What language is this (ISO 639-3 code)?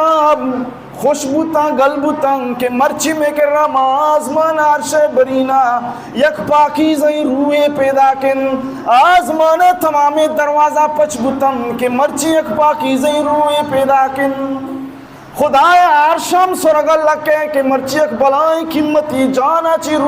bal